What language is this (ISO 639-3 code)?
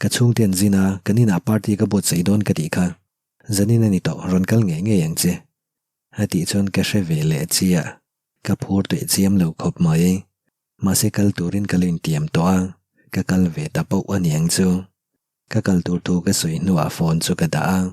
lus